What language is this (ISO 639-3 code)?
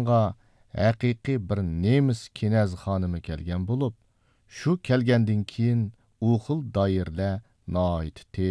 uig